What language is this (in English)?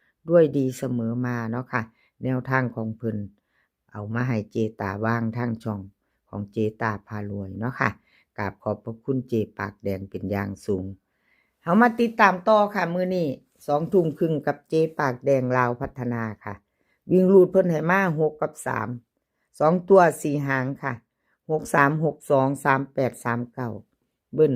Northeastern Thai